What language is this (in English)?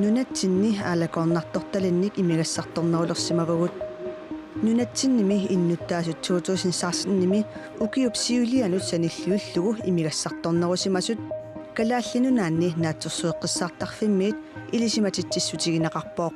Kalaallisut